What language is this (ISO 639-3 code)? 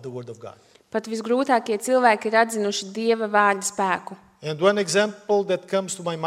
lav